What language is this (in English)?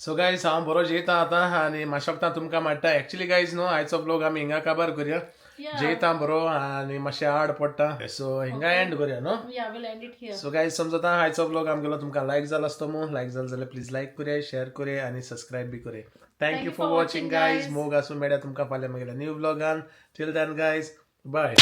Konkani